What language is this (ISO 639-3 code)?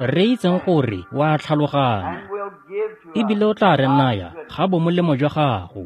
tsn